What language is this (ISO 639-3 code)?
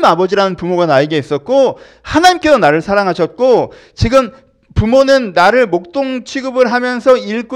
kor